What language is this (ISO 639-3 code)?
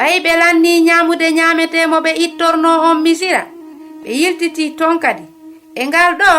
ful